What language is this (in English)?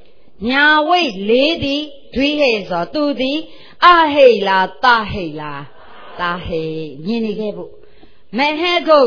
Burmese